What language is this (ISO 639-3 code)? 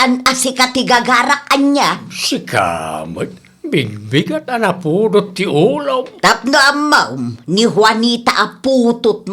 ilo